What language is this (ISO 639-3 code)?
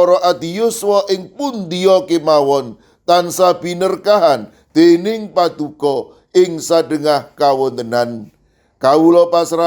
jav